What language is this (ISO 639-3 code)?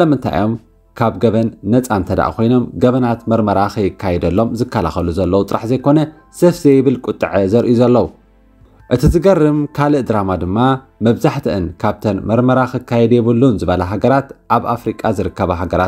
tir